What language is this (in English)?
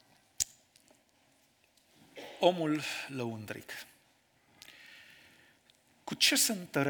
Romanian